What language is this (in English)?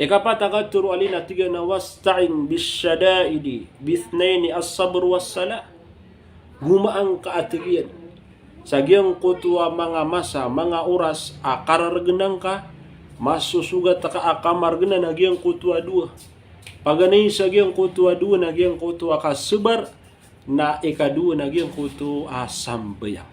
Maranao